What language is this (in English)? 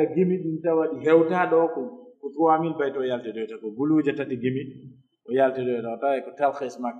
Pular